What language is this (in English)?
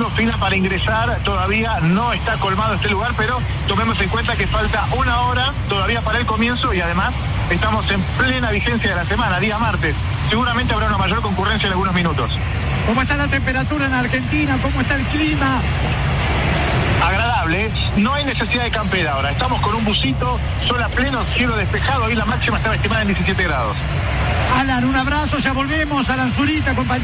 Spanish